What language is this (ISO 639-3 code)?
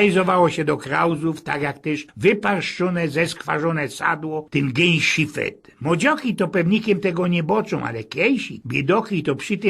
szl